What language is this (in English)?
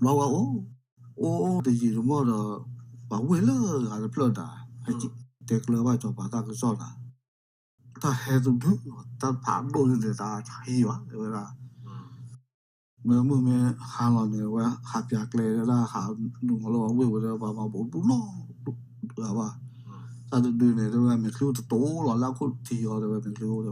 S'gaw Karen